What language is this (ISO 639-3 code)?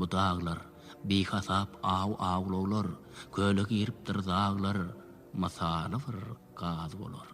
tuk